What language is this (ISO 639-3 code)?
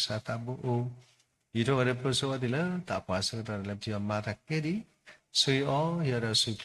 ksw